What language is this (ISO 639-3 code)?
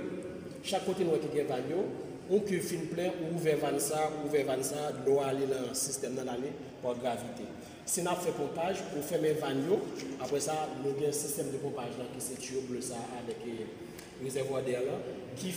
hat